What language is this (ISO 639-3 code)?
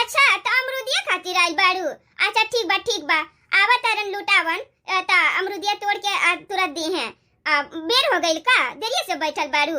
bho